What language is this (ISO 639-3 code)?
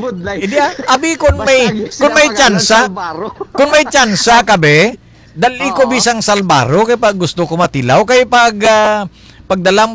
hil